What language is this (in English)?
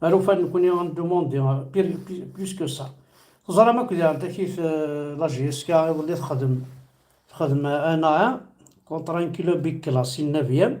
Kabyle